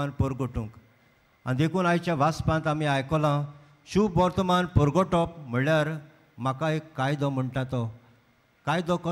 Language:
Konkani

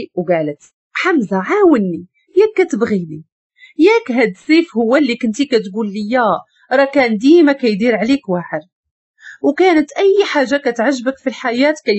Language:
Moroccan Arabic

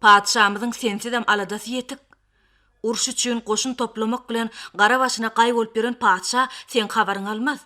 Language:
Turkmen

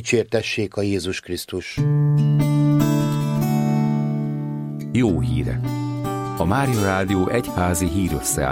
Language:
Hungarian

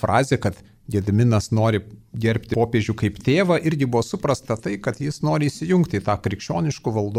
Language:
Lithuanian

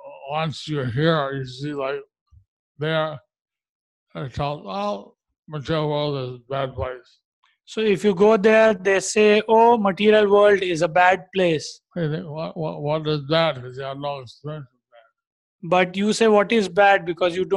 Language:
English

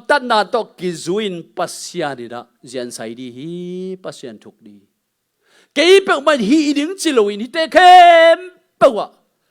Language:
Tedim Chin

